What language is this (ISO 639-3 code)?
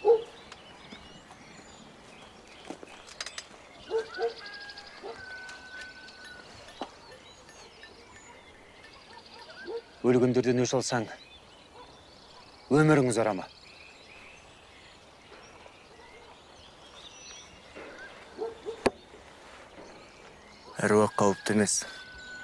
kaz